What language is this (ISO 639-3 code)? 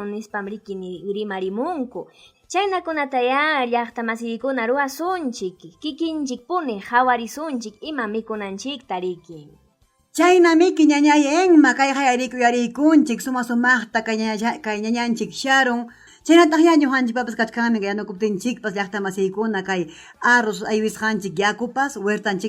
quy